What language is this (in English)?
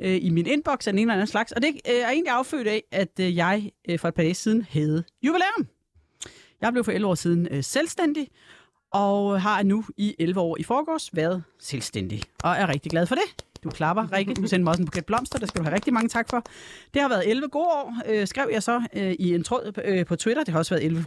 Danish